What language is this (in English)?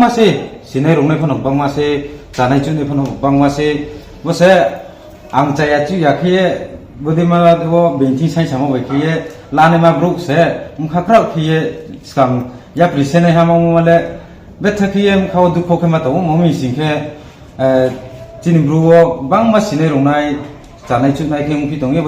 Riang (India)